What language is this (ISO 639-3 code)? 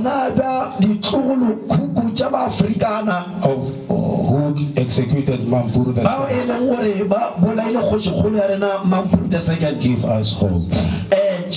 nso